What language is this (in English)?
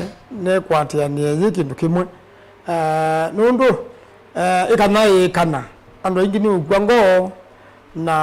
Kamba